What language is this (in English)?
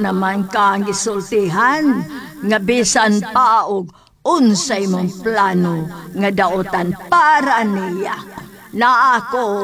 Cebuano